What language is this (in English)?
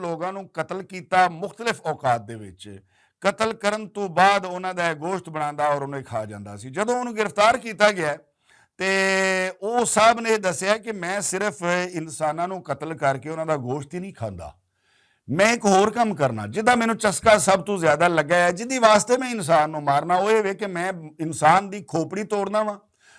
Western Panjabi